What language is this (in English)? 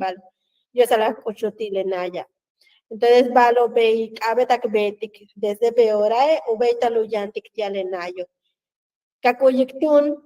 Yucateco